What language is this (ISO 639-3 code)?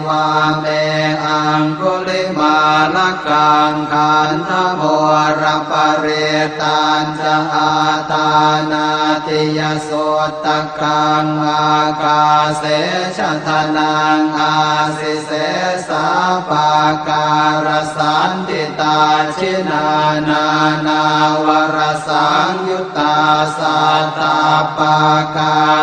pli